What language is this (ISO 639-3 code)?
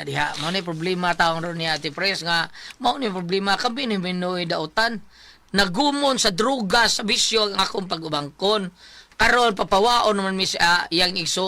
ceb